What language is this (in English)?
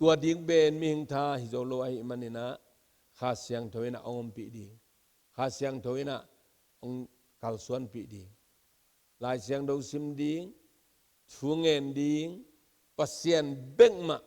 Tedim Chin